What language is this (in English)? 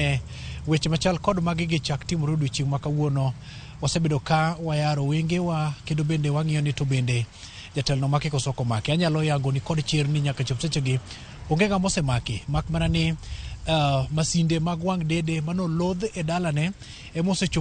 Luo (Kenya and Tanzania)